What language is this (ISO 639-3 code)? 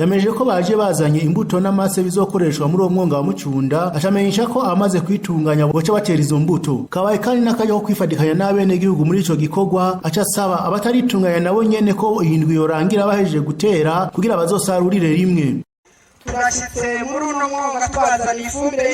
run